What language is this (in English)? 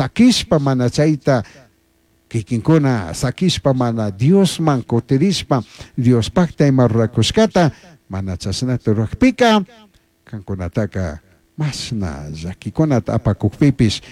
Chimborazo Highland Quichua